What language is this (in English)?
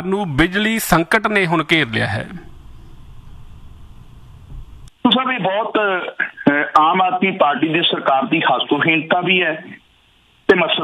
Punjabi